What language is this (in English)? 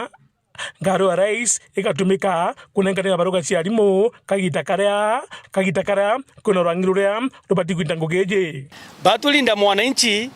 Meru